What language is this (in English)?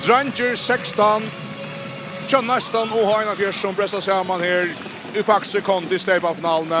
Faroese